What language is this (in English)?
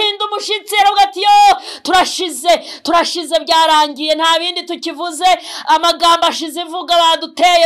Kinyarwanda